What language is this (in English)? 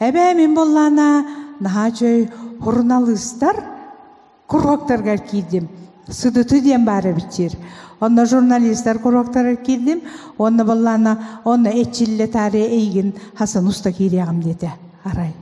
Yakut